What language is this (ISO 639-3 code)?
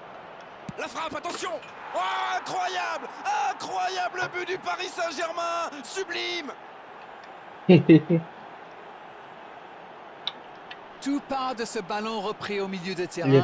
fra